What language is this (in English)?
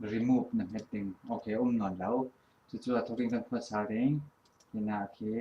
Falam Chin